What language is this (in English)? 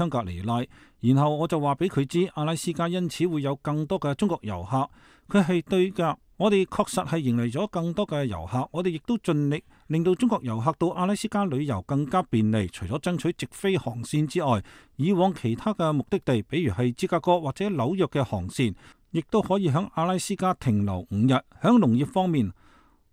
Cantonese